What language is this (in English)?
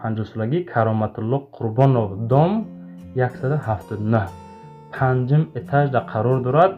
Tajik